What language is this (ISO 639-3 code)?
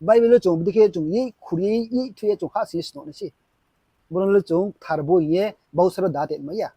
ria